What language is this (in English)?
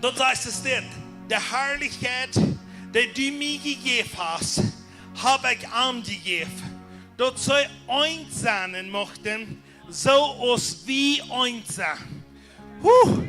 Plautdietsch